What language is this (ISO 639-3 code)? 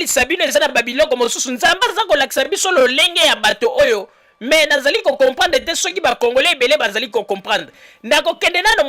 lin